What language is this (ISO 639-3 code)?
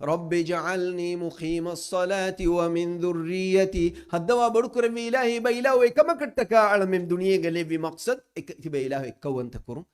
div